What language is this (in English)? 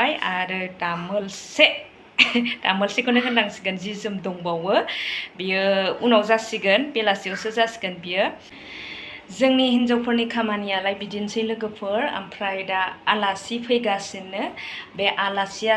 Bodo